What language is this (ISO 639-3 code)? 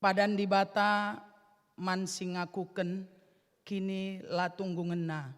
btx